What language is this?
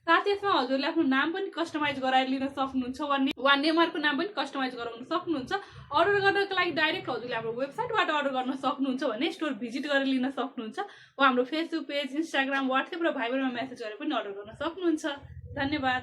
Nepali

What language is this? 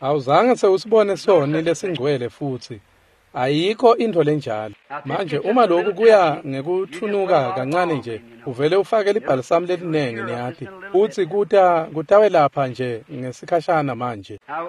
Swati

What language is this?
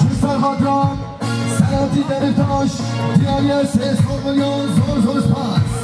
Kurdish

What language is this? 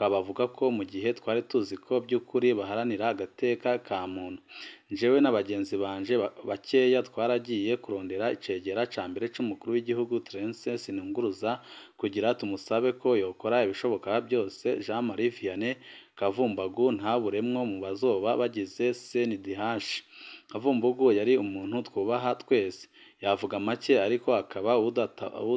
Rundi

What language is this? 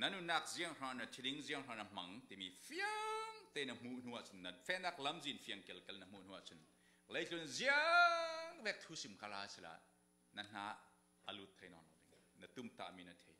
Falam Chin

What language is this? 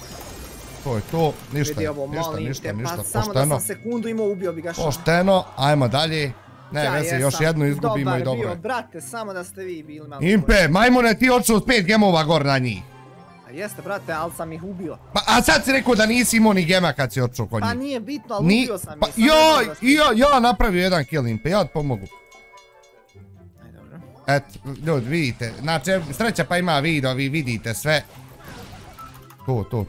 Bosnian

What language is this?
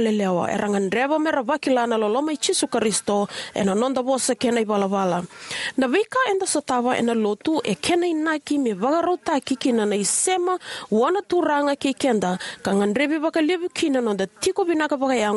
Fijian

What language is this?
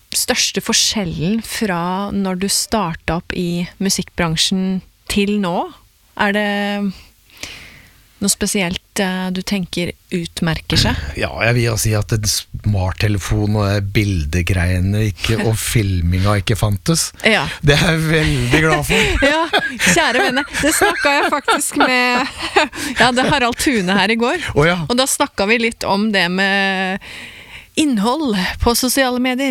Norwegian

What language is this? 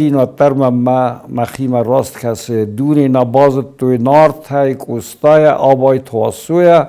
Ossetic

